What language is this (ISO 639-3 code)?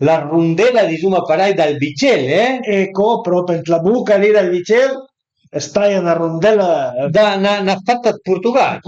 pms